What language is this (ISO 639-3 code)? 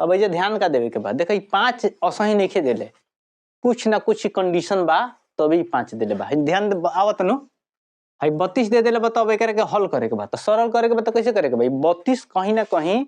bho